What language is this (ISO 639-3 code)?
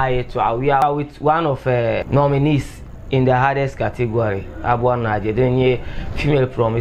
dag